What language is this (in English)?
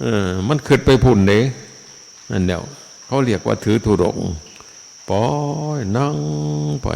Northeastern Thai